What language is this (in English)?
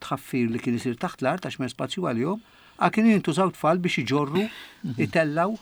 Maltese